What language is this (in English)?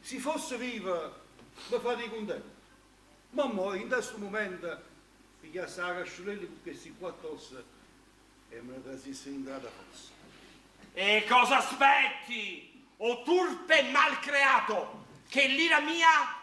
Neapolitan